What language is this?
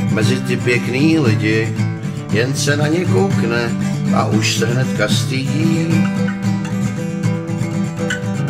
Czech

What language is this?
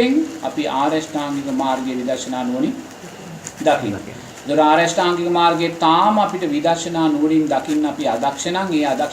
Sinhala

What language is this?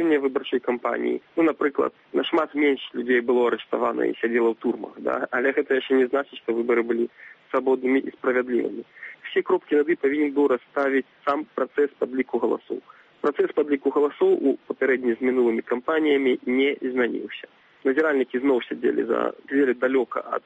Belarusian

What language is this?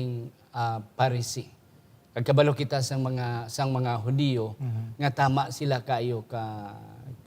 Hiligaynon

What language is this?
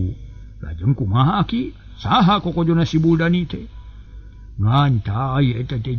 Sundanese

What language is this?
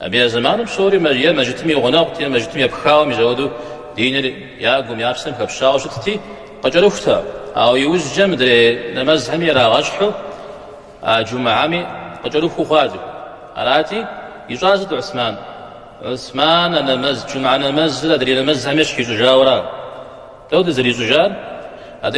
Kabardian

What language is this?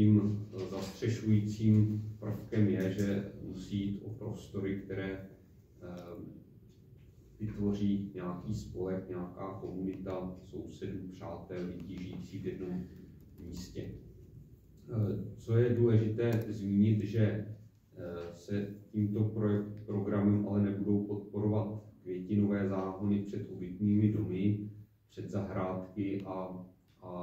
Czech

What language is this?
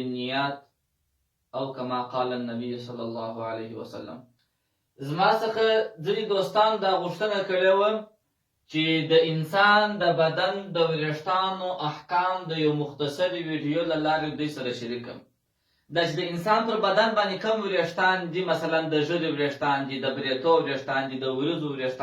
Pashto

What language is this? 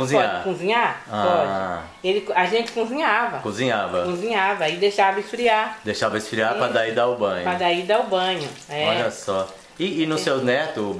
Portuguese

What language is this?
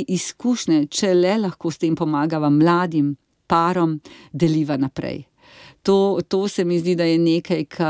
Slovenian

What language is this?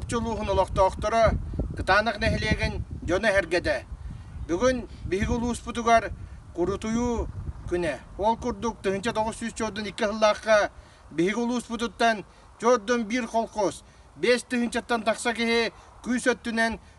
Yakut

